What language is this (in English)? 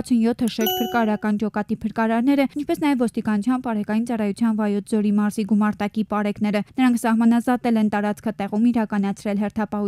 Armenian